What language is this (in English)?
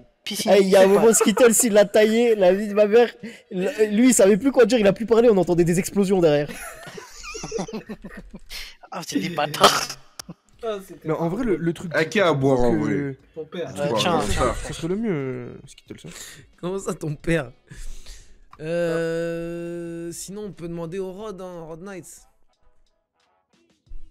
French